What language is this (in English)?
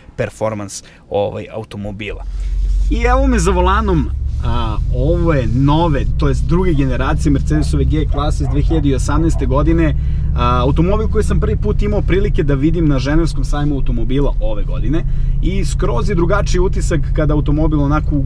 Serbian